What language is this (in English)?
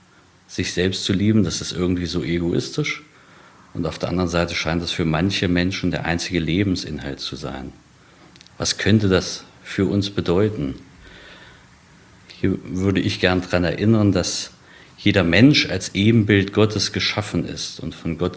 German